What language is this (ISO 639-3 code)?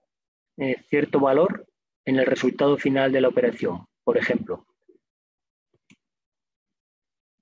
spa